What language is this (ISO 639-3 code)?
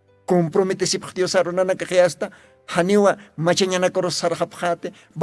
aym